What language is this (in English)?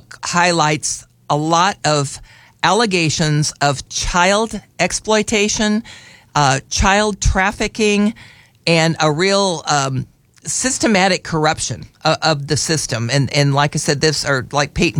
English